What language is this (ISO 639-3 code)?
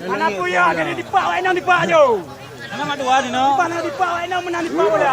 ace